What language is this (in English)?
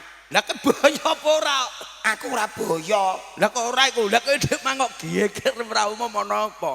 Javanese